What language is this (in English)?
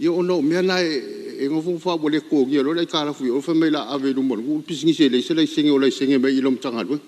Samoan